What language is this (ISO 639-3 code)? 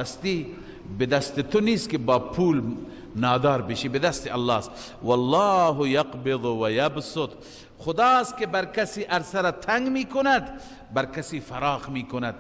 fas